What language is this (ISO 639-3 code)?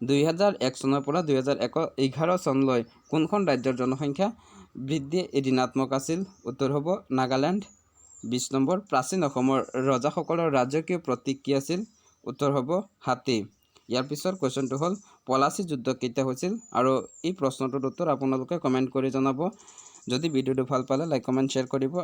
asm